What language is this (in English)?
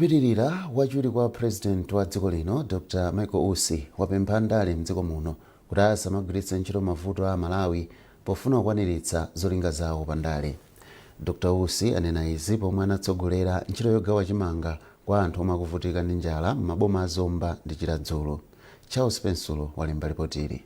Nyanja